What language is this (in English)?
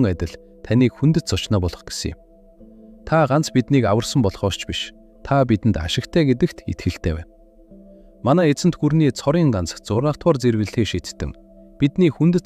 Mongolian